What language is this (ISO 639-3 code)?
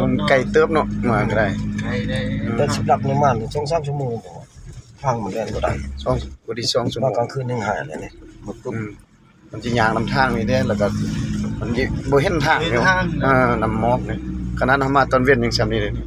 lao